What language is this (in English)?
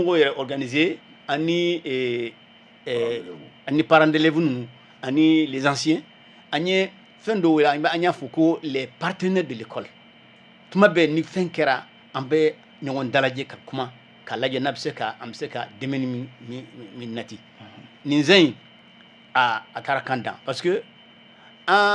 Bambara